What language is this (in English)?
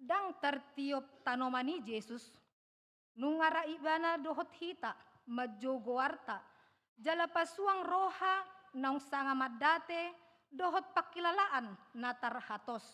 Batak Toba